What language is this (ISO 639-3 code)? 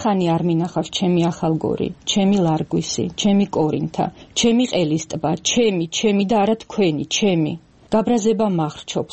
kat